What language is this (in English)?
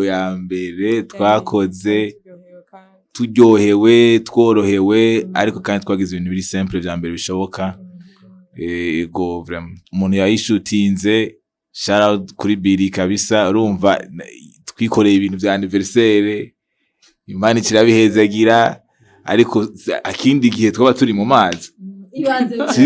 Rundi